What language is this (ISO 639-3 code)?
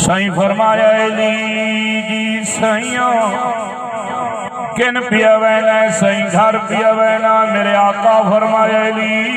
skr